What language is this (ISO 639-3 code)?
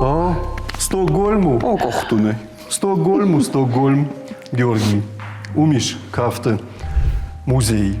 oss